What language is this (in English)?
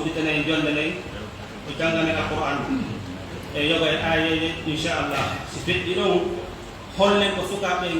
Pular